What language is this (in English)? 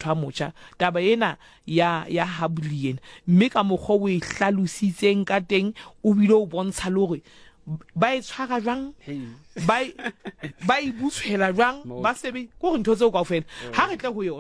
Southern Sotho